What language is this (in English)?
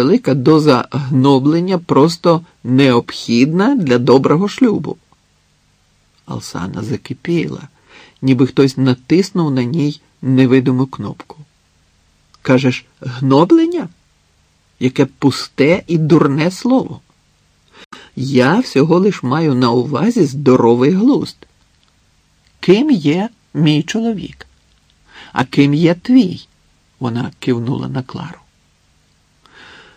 Ukrainian